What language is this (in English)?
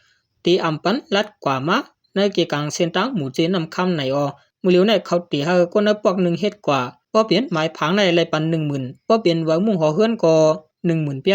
Shan